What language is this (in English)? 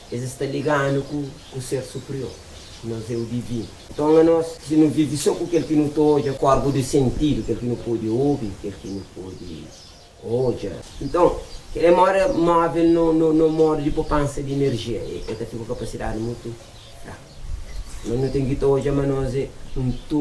Kabuverdianu